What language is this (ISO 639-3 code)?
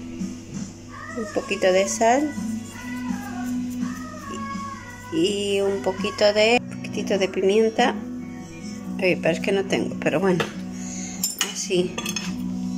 spa